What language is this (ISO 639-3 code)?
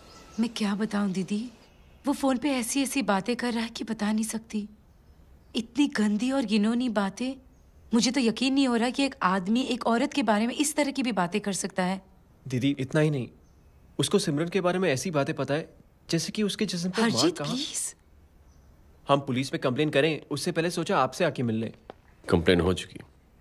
hin